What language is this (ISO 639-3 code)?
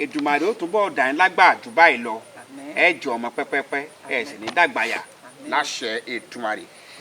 yor